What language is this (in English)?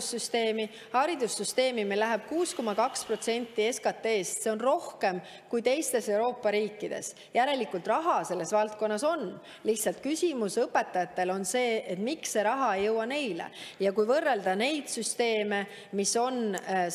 Estonian